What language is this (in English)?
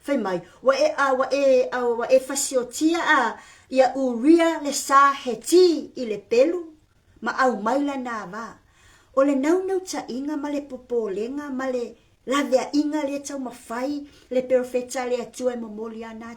Samoan